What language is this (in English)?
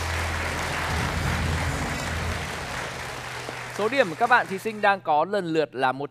Vietnamese